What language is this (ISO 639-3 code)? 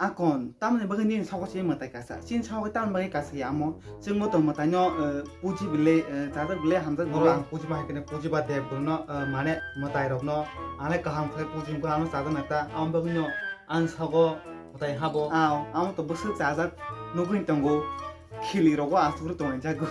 trp